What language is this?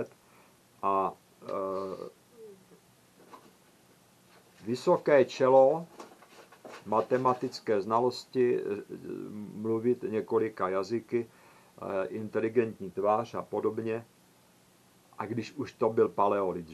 Czech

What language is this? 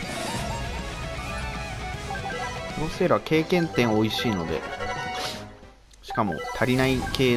Japanese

